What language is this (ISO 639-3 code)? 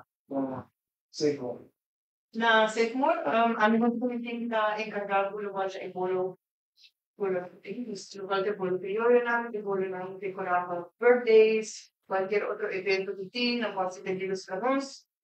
pap